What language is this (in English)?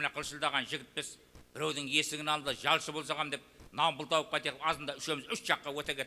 Kara-Kalpak